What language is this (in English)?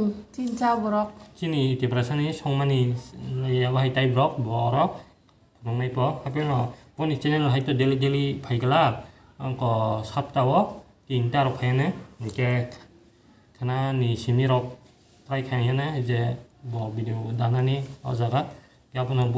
Kok Borok